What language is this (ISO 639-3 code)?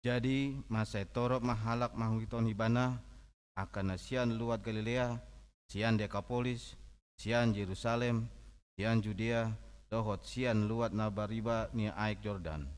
bbc